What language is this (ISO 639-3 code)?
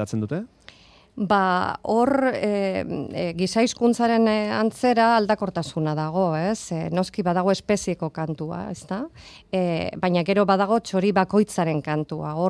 eus